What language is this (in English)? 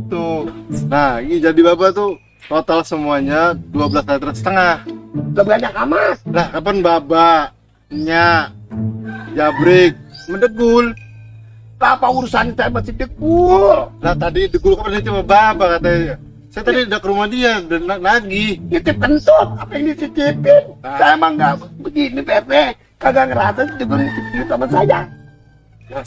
Betawi